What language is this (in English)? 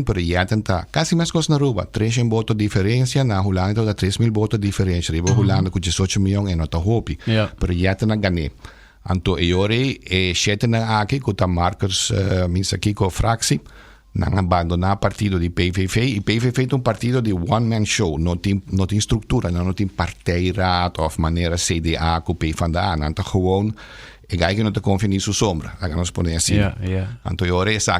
Papiamento